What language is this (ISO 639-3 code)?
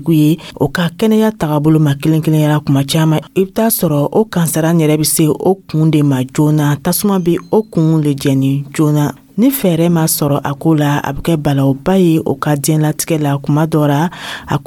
dyu